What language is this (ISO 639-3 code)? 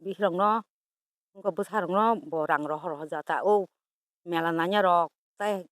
trp